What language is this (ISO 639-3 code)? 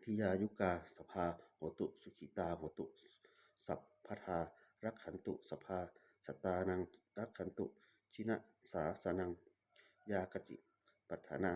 pli